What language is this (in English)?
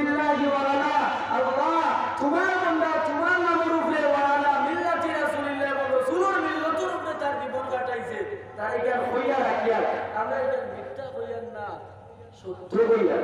Sylheti